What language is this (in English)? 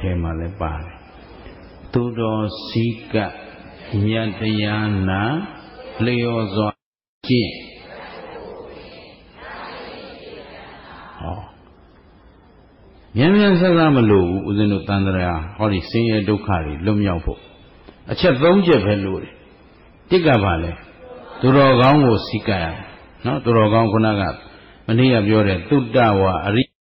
Burmese